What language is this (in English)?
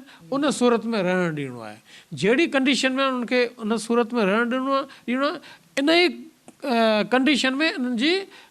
Sindhi